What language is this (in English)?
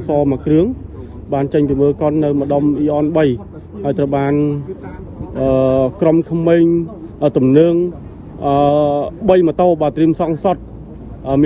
Khmer